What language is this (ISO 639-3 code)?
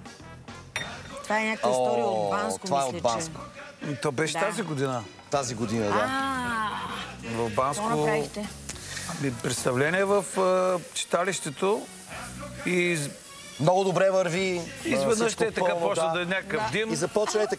bul